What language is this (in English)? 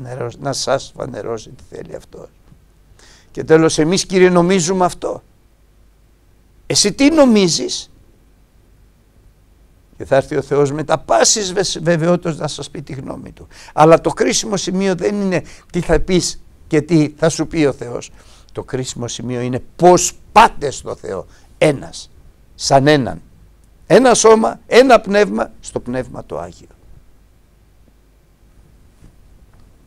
Greek